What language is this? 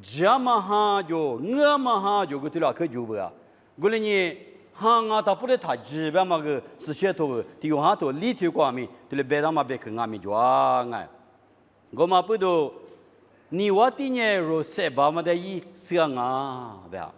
Lisu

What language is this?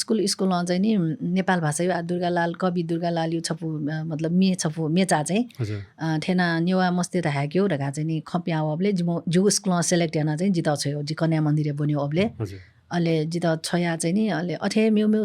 Newari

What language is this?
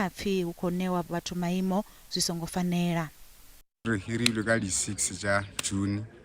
Venda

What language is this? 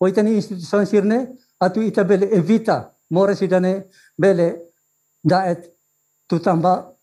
Tetum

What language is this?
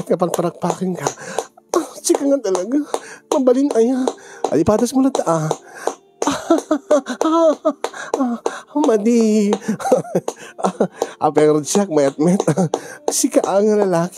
Iloko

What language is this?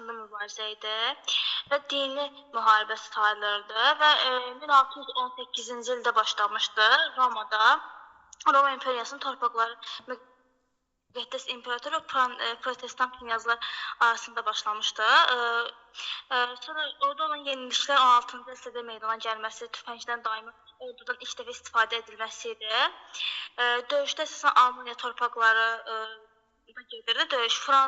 Azerbaijani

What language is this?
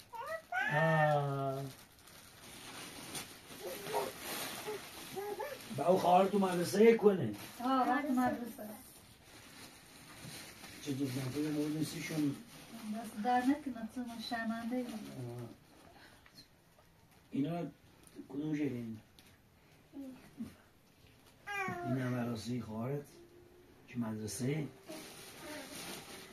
Persian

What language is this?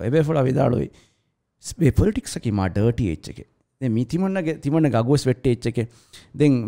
Divehi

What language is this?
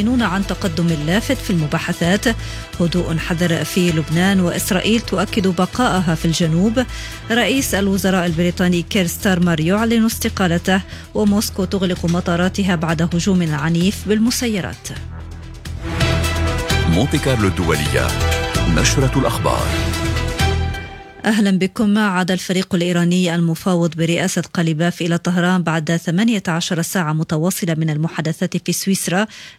Arabic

